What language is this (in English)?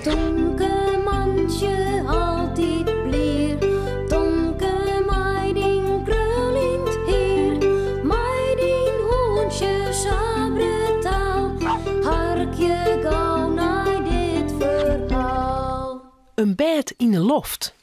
Western Frisian